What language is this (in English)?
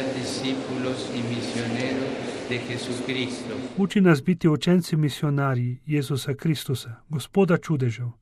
Slovenian